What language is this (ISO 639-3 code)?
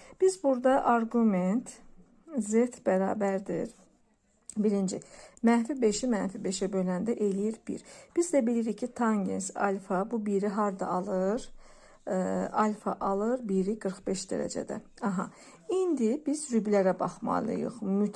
aze